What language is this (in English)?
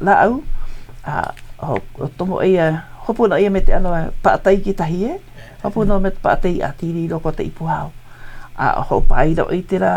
Hawaiian